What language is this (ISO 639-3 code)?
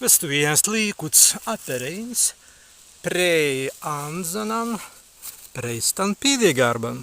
prg